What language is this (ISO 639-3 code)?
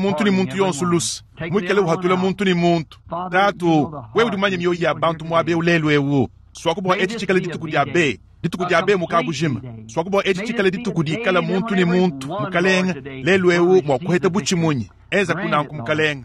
lua